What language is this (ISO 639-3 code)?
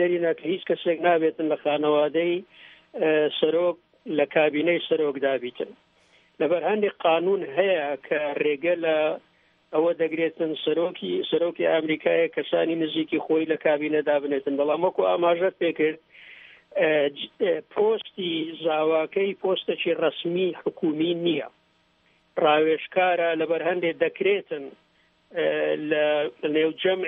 ckb